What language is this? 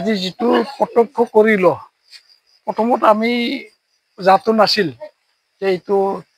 Assamese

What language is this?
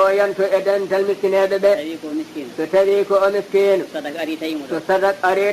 Fula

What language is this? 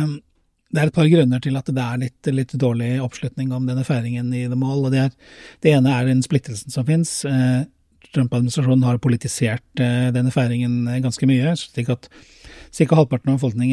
Norwegian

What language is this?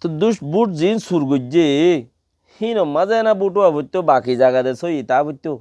Rohingya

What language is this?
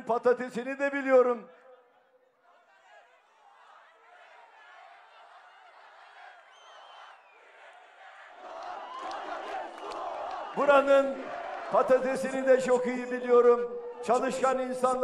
Turkish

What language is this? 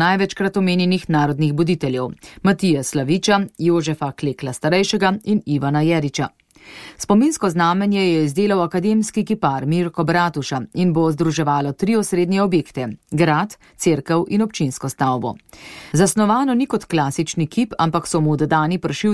Slovenian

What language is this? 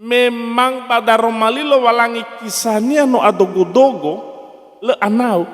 Nias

